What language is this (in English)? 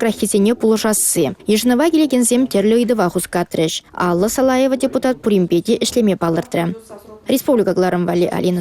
Chuvash